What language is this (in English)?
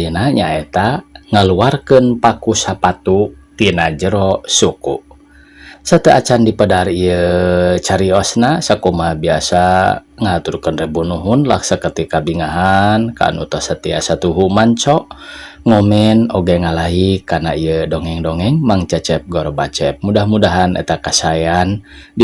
Sundanese